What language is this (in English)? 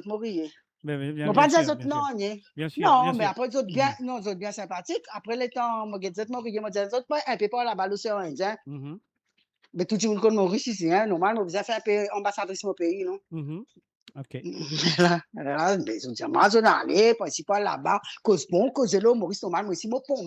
Morisyen